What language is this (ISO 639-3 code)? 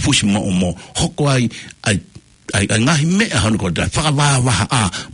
ton